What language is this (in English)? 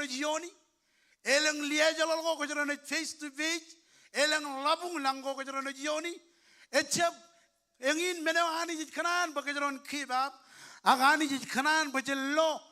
Marshallese